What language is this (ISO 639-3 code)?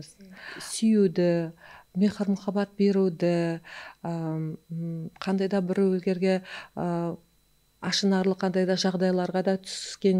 kaa